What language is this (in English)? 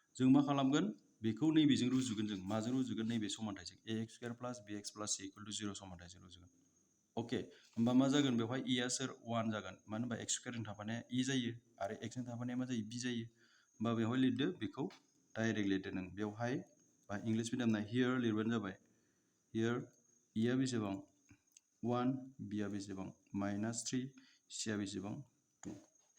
Bodo